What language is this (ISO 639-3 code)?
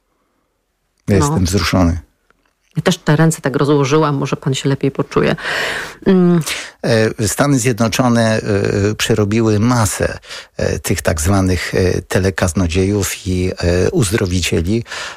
pol